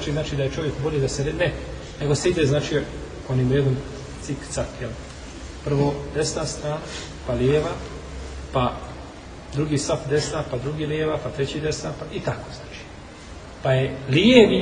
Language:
Bosnian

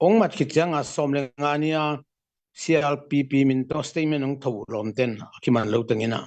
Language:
Tedim Chin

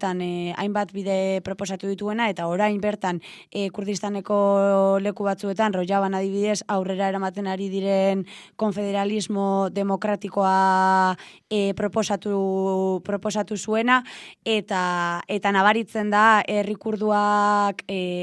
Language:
Basque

